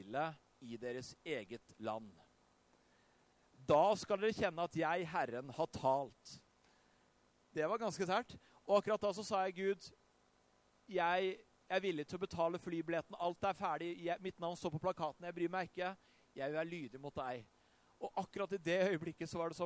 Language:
Norwegian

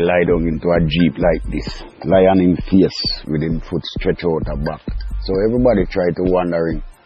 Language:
Jamaican Creole English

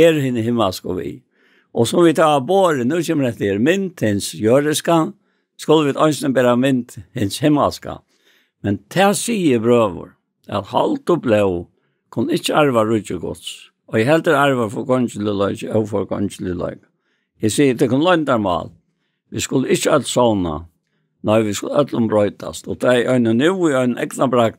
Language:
Faroese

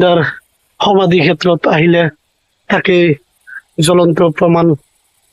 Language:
Assamese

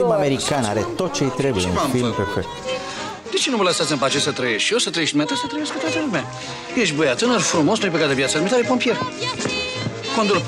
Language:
Romanian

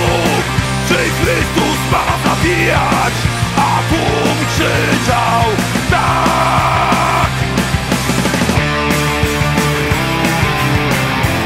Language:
Polish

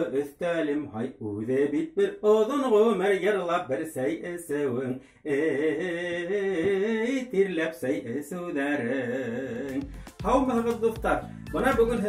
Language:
Bashkir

